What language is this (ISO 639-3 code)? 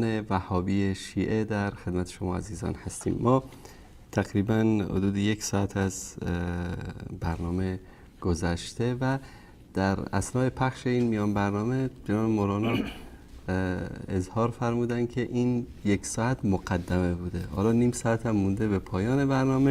fas